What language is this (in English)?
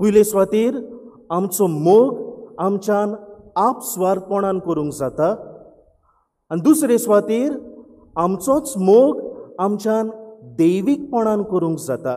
Konkani